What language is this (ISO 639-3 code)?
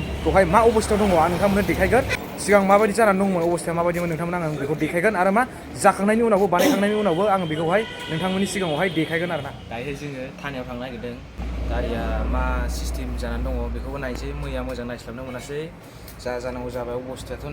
brx